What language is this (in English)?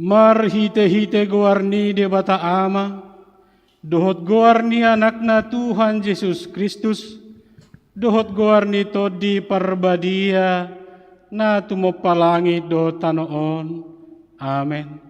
Batak Toba